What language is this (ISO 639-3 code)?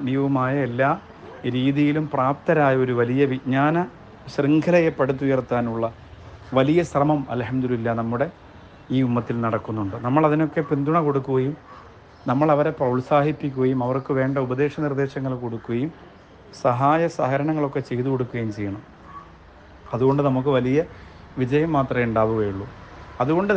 mal